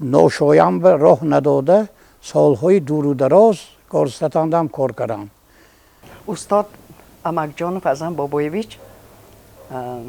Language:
Tajik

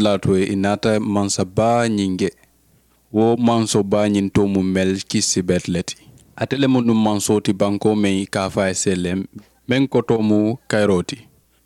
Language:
Mandingo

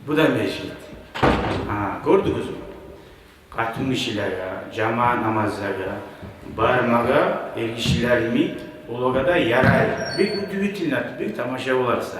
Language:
Kumyk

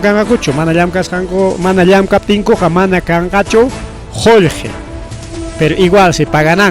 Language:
Ayacucho Quechua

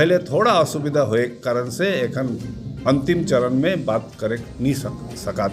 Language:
Sadri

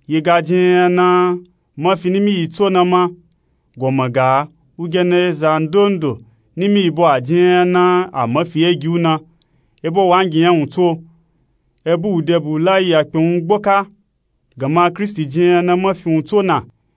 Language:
Nupe-Nupe-Tako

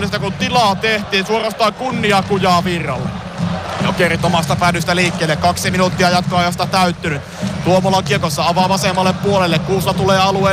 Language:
Finnish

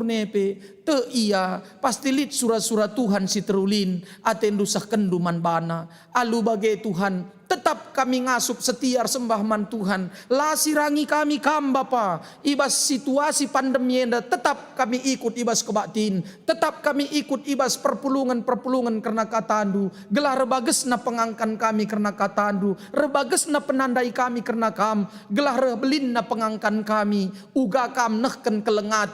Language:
Batak Karo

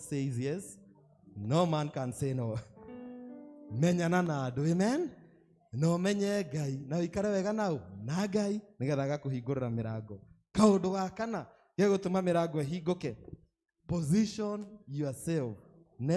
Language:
Kikuyu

